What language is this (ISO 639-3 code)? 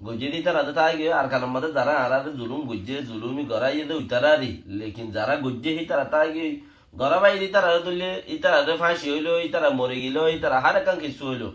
rhg